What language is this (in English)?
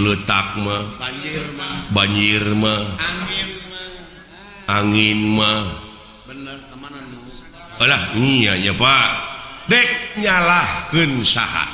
Sundanese